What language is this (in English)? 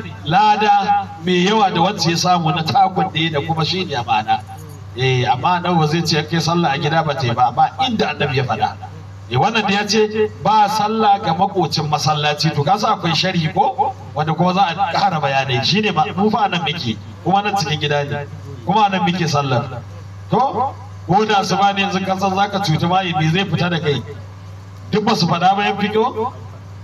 Hausa